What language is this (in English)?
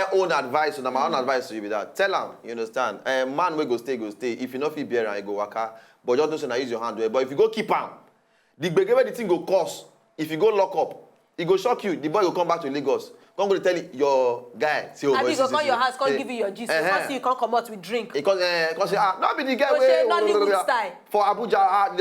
Nigerian Pidgin